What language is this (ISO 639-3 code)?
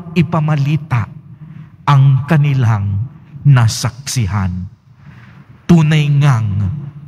fil